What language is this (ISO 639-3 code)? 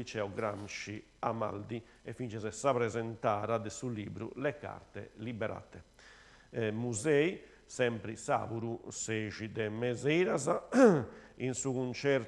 srd